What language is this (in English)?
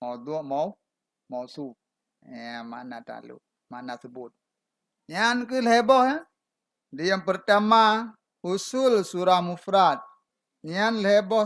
Achinese